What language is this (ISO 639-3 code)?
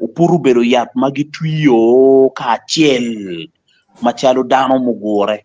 ach